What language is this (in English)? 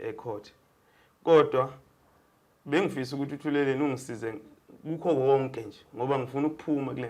Zulu